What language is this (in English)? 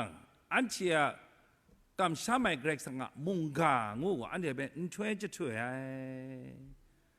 Kachin